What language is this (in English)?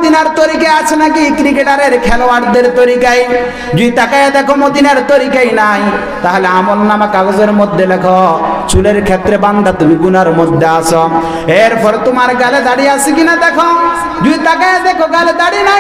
Bangla